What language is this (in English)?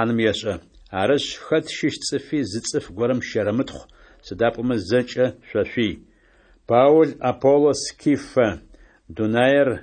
Adyghe